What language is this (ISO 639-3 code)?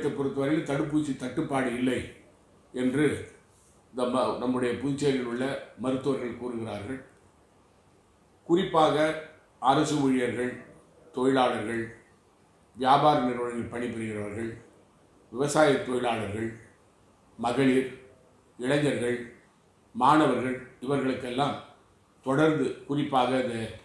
tam